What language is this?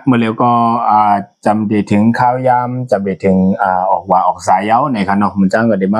Shan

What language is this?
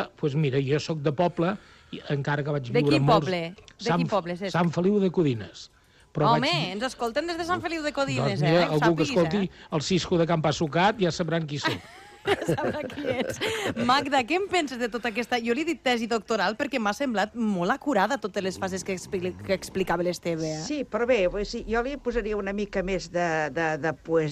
Catalan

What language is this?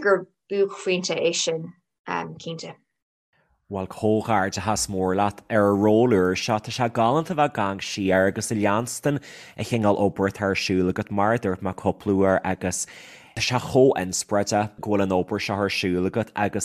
Irish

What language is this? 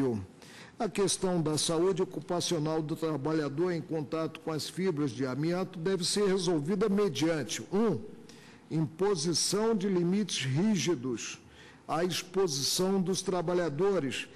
Portuguese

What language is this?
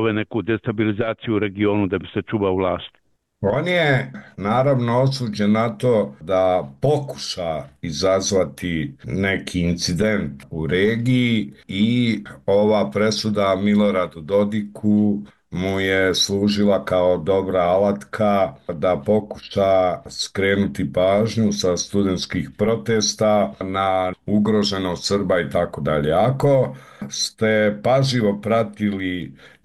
Bosnian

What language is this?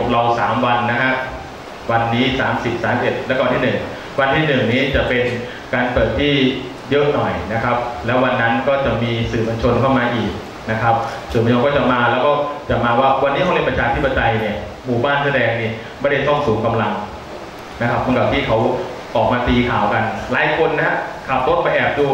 Thai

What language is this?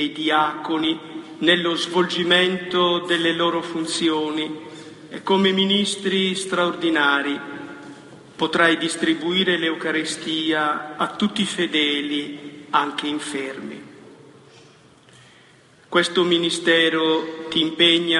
Italian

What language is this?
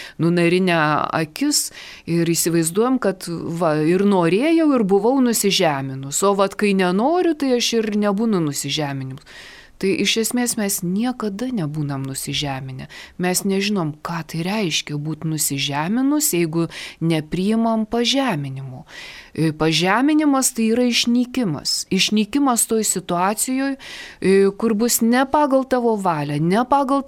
Lithuanian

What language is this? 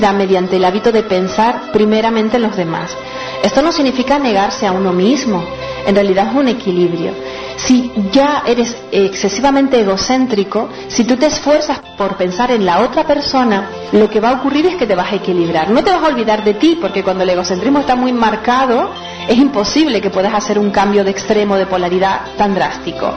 Spanish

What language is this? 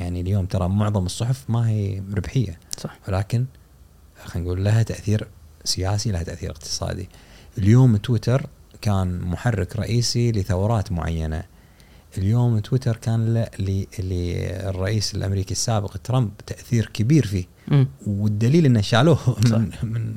Gulf Arabic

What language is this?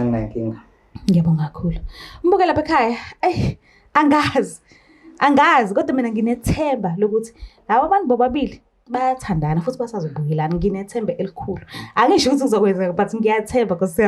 Zulu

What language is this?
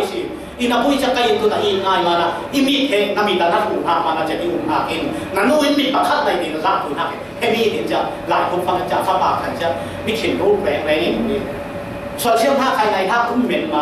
Falam Chin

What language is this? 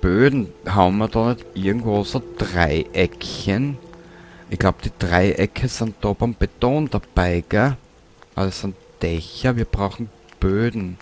Bavarian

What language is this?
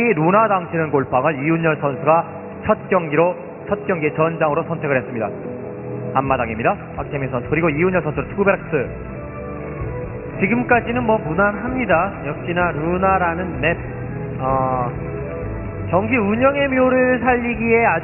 Korean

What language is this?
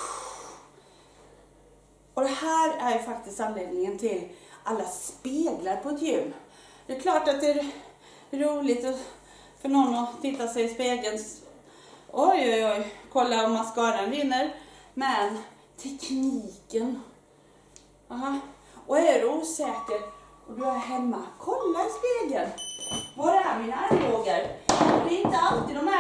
Swedish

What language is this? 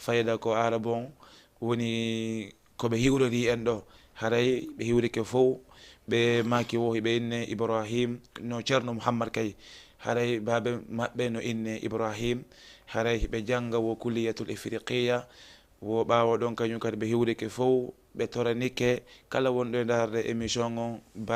Fula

